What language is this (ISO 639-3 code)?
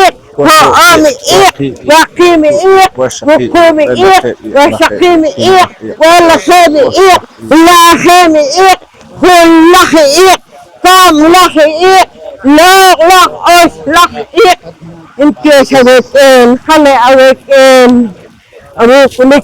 poh